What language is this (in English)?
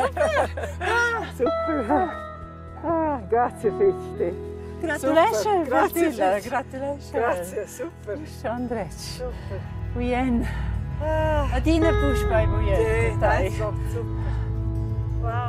Romansh